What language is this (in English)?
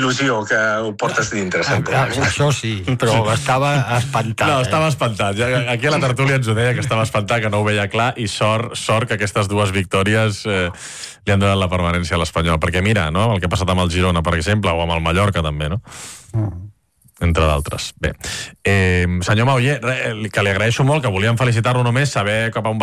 Catalan